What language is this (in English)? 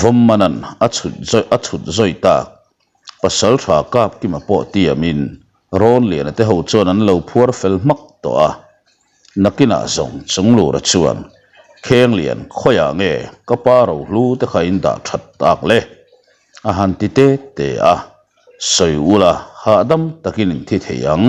Mizo